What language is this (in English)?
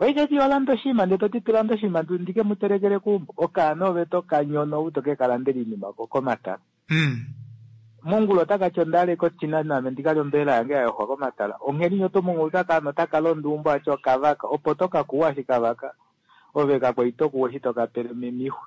Kuanyama